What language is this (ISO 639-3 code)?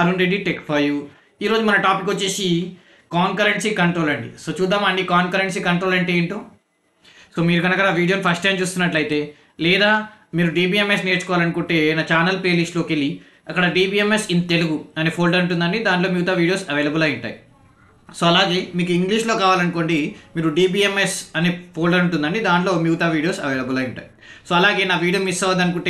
tel